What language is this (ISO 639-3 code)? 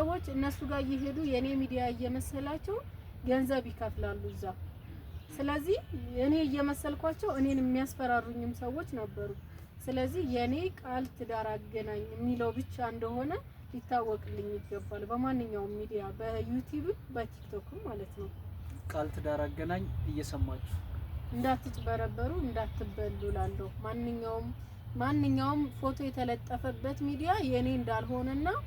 amh